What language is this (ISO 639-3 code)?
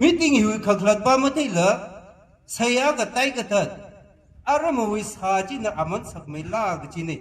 nmf